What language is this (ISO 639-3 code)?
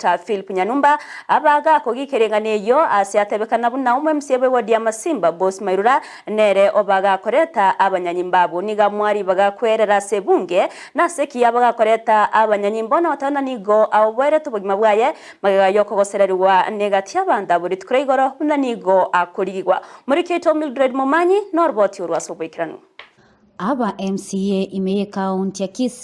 guz